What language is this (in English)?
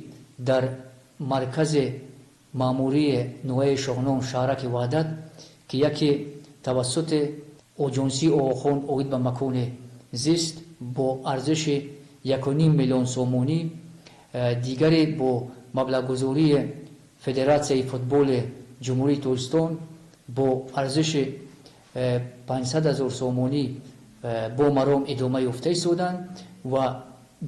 Tajik